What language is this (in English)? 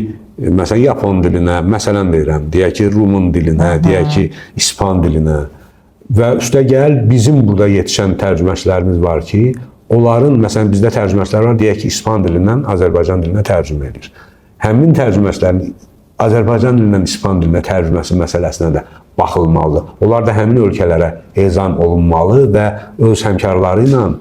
Azerbaijani